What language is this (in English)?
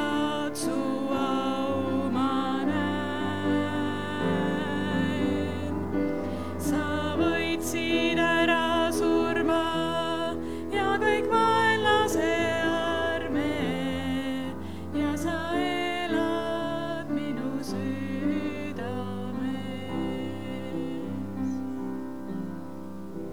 Estonian